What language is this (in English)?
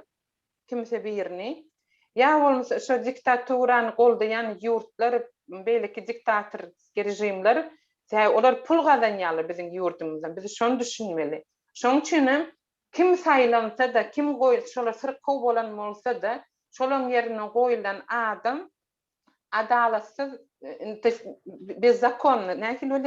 Turkmen